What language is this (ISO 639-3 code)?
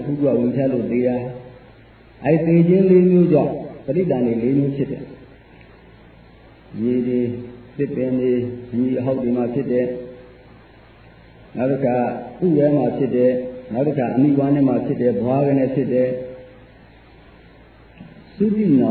mya